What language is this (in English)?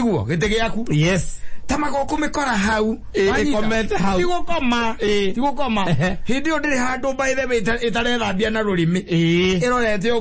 Kikuyu